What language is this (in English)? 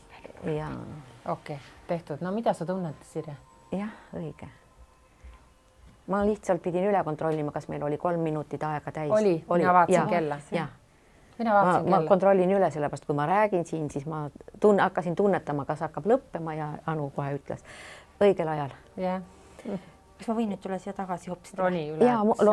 Estonian